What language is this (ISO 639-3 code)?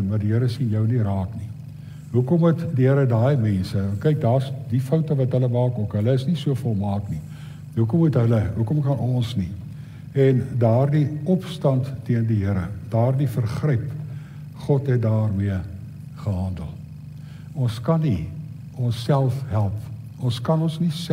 afr